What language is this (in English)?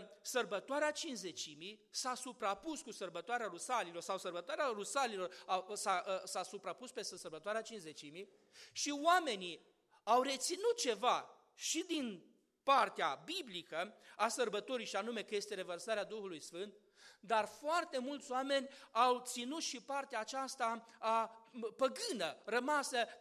Romanian